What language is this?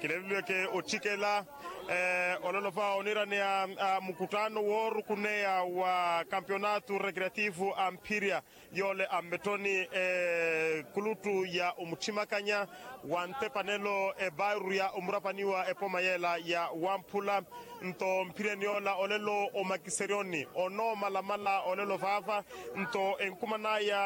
Makhuwa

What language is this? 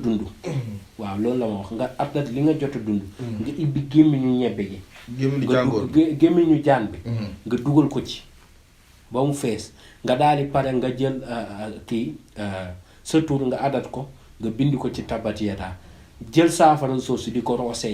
Wolof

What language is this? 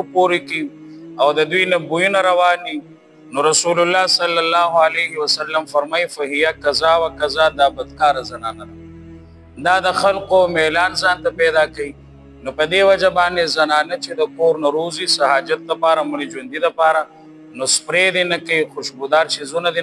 Pashto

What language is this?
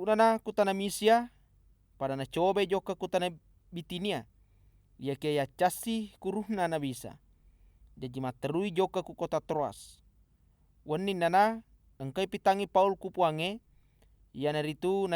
Buginese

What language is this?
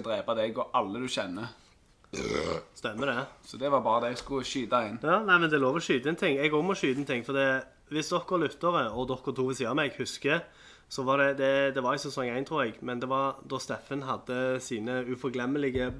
Norwegian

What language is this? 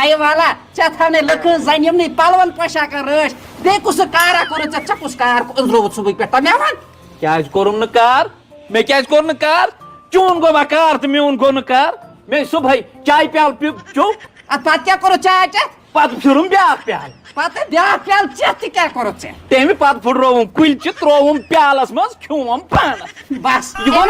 Kashmiri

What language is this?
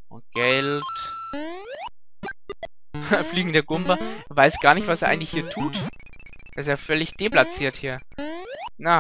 German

